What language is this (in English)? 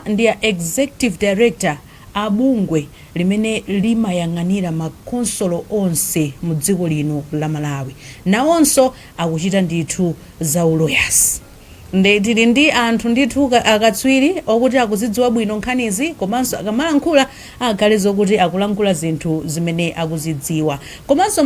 Nyanja